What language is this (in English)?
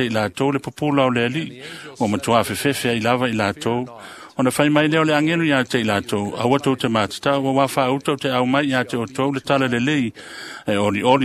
Samoan